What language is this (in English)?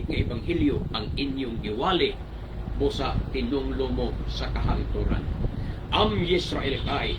Cebuano